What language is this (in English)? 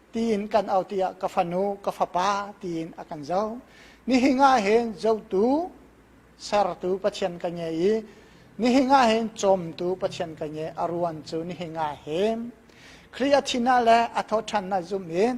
Hakha Chin